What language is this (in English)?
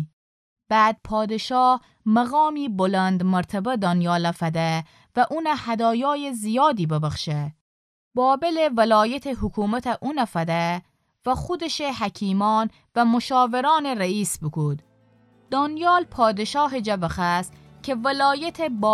Gilaki